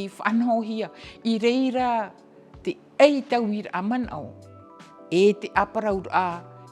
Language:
Tahitian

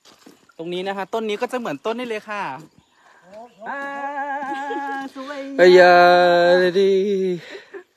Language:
Thai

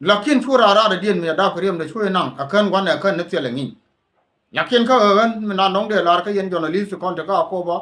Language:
Nuer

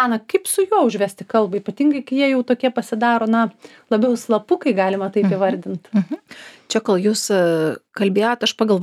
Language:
Lithuanian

